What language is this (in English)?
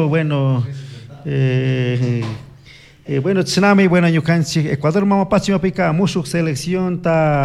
Chimborazo Highland Quichua